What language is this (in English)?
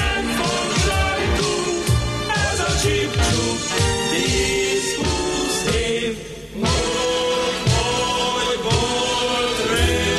Hungarian